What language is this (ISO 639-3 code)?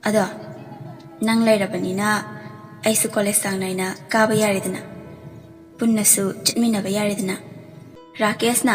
mni